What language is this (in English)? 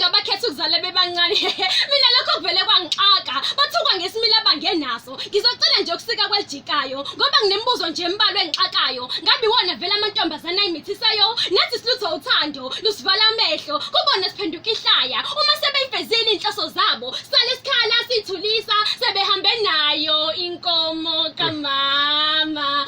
Zulu